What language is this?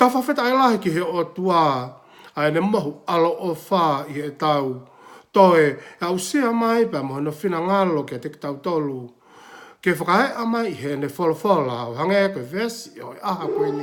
Tongan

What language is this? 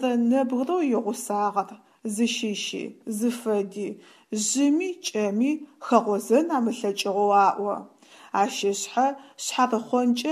Adyghe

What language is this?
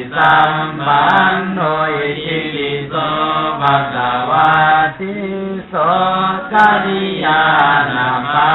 Pali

